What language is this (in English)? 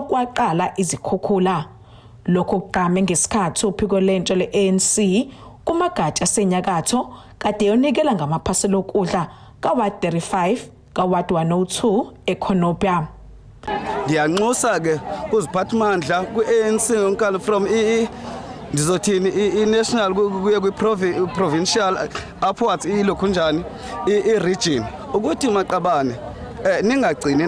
Zulu